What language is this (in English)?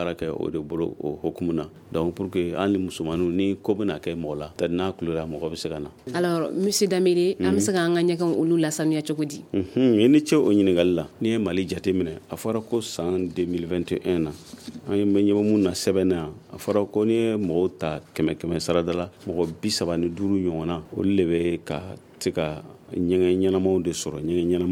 Bambara